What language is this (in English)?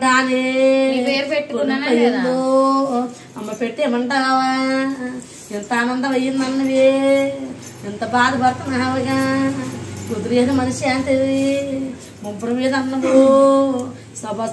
Telugu